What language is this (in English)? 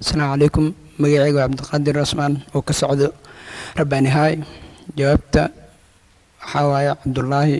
Somali